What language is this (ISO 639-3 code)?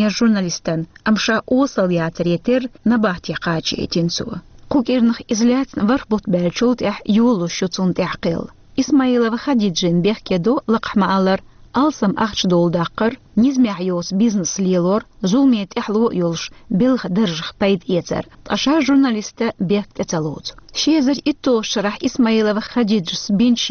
che